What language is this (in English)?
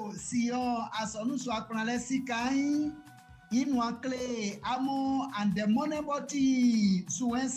Baoulé